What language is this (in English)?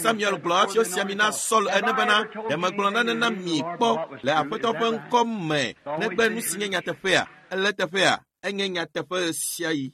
Ewe